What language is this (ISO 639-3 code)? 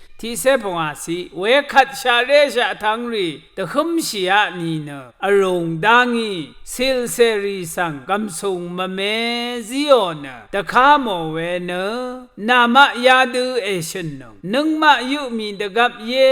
raw